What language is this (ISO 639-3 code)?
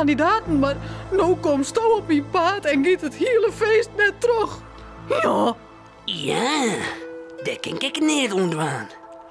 fry